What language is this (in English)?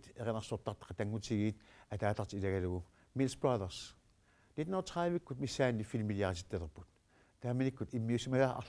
Kalaallisut